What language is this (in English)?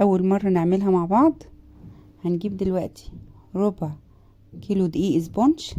Egyptian Arabic